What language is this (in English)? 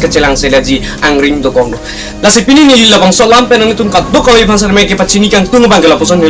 Karbi